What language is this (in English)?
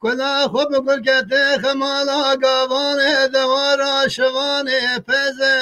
Kurdish